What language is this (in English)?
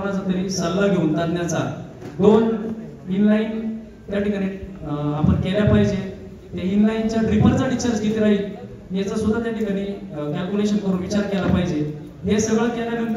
Marathi